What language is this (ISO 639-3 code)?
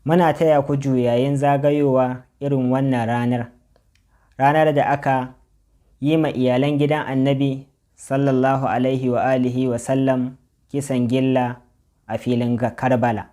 hau